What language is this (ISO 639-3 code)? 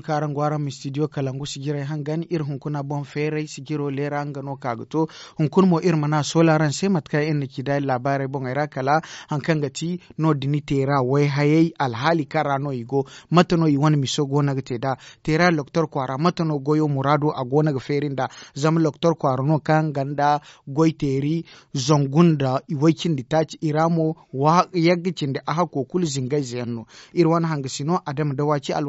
dje